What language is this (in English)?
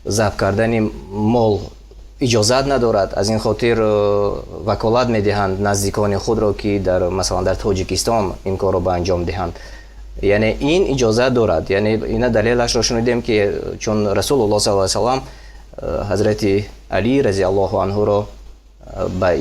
Tajik